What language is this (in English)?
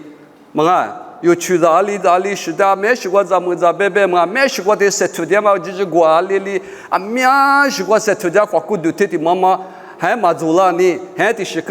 Lisu